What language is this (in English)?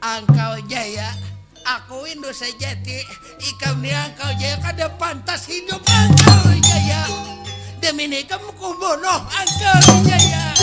Banjar